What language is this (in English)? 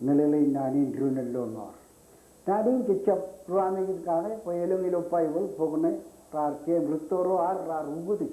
Marshallese